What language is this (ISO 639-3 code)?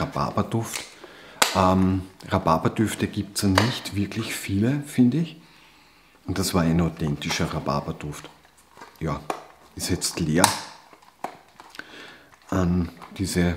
deu